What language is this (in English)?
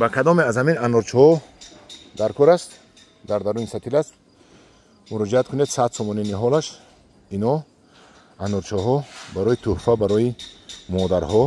Tajik